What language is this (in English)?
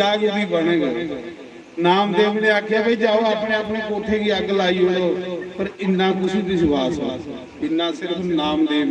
Dogri